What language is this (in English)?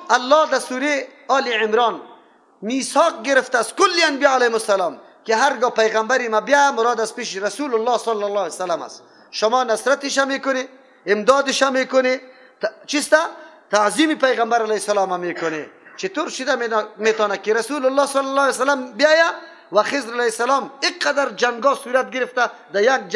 Persian